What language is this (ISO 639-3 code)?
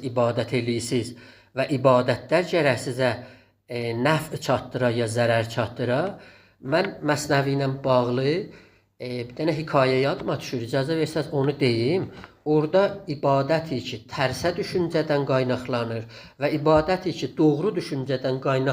azb